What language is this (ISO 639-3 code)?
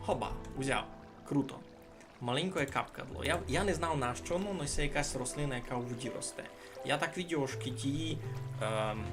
rue